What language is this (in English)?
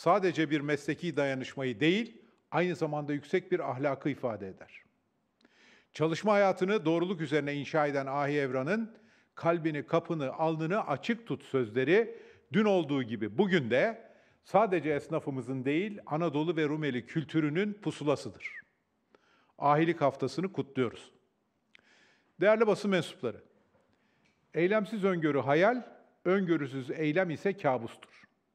Turkish